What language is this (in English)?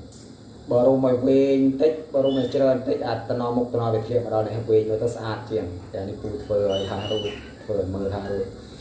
Khmer